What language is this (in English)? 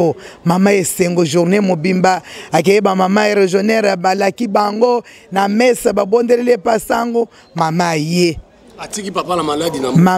Lingala